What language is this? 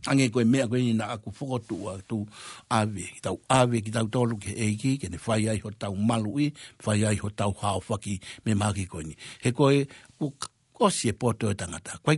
Tongan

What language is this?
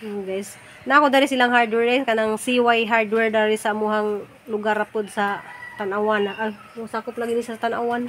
Cebuano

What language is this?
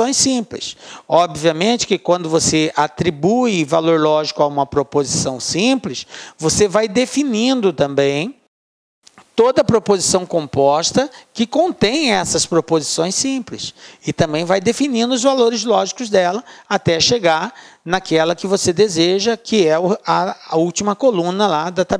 Portuguese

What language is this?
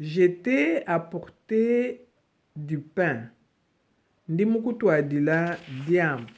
Luba-Lulua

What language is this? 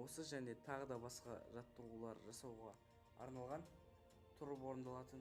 Kazakh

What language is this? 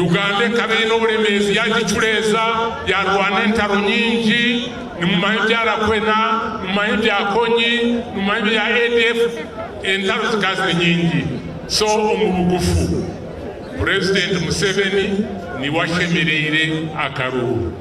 Nyankole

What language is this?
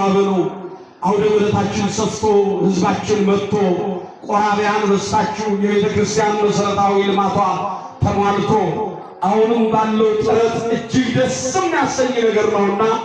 Amharic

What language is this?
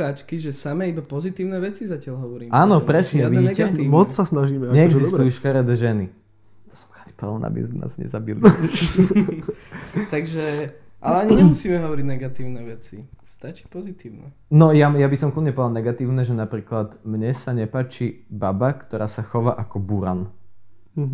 Slovak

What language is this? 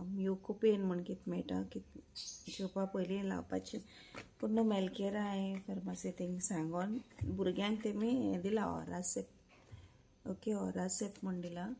Konkani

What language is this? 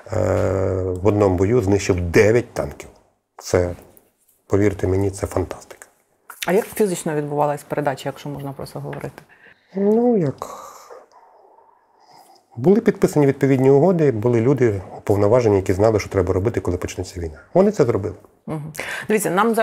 Ukrainian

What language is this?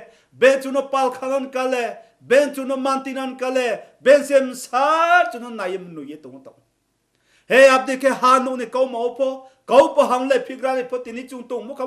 Riang (India)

